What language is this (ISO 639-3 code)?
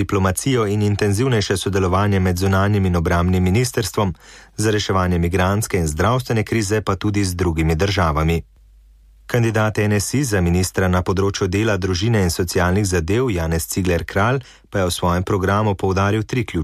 slv